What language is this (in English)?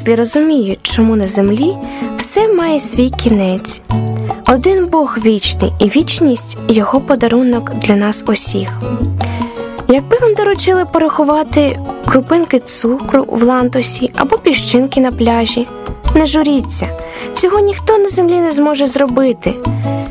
Ukrainian